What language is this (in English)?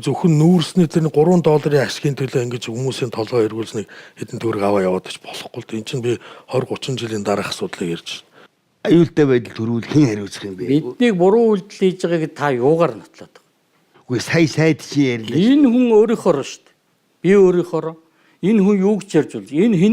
Mongolian